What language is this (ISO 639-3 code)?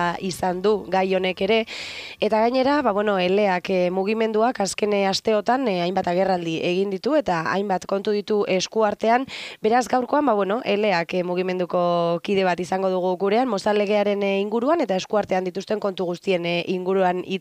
eus